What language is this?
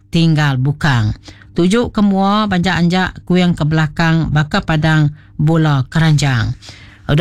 Iban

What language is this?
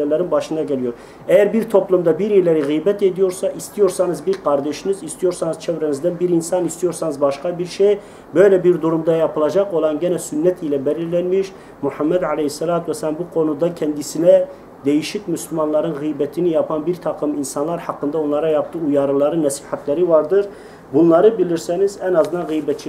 Turkish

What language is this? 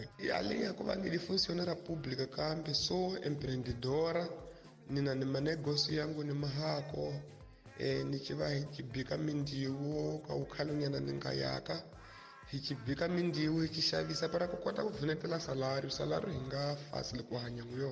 Tsonga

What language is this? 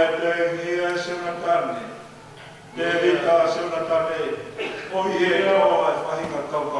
Tongan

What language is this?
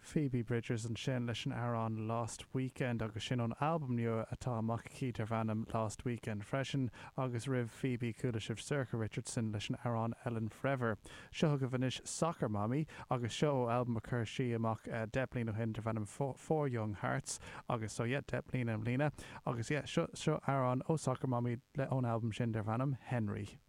Irish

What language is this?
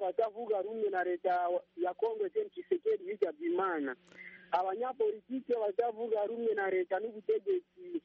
Kinyarwanda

